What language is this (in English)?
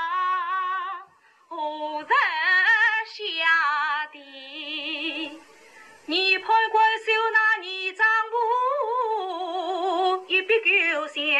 Wu Chinese